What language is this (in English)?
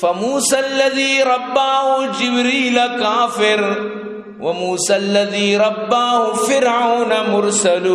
Eastern Balochi